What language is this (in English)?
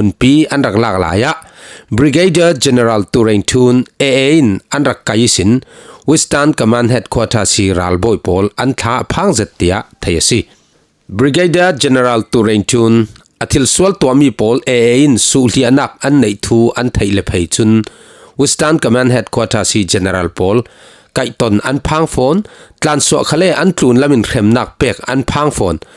Falam Chin